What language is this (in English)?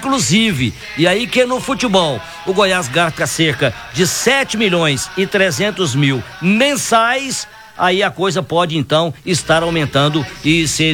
Portuguese